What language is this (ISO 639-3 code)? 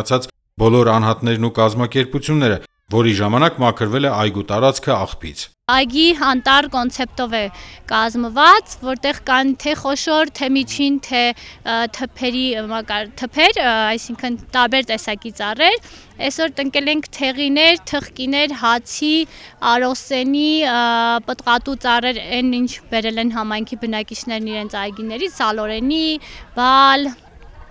hye